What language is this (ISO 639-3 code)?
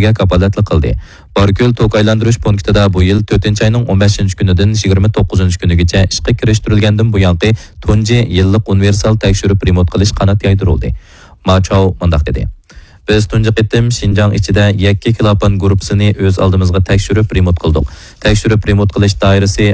uig